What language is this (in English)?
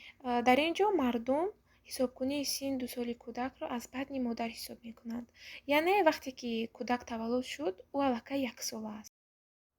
Tajik